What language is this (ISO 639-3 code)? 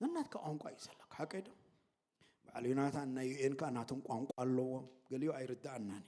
tir